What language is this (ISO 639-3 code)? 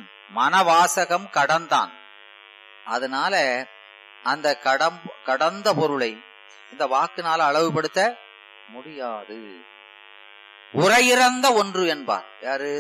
tam